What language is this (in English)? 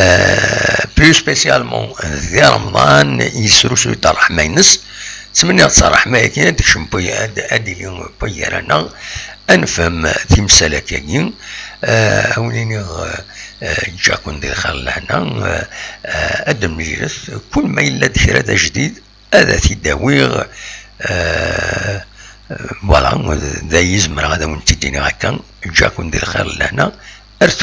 Kabyle